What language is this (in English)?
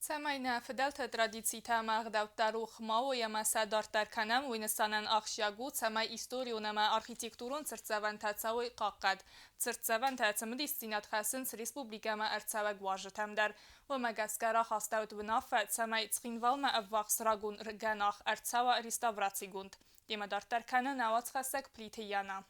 Ossetic